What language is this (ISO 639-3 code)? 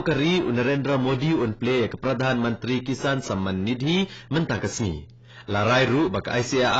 kha